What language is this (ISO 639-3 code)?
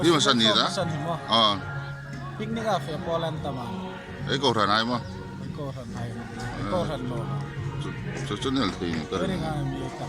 hmr